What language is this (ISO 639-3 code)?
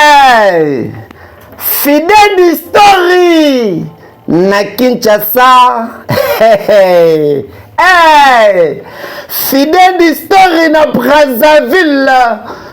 lin